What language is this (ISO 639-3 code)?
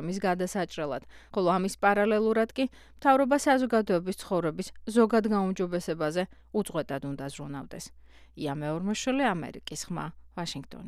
kat